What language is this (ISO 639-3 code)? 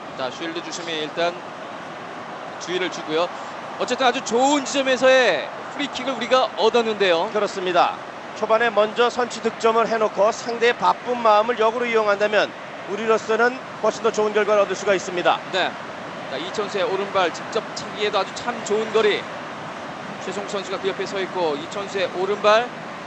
kor